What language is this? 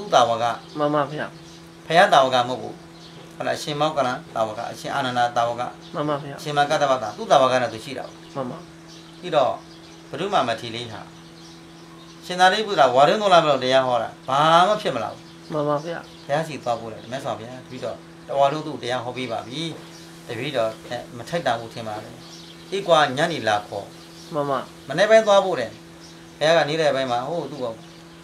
Burmese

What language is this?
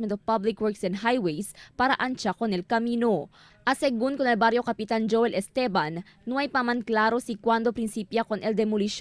Chavacano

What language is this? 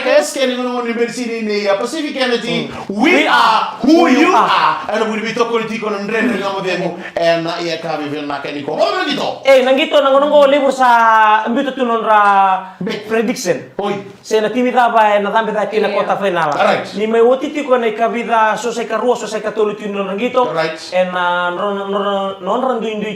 Fijian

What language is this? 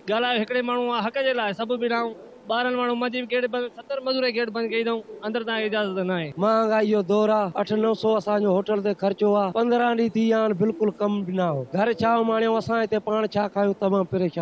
Sindhi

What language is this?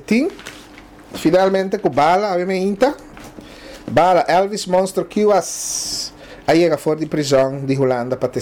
Papiamento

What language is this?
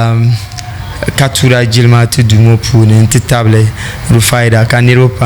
Dagbani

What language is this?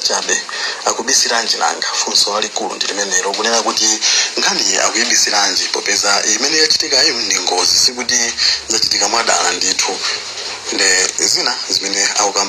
Nyanja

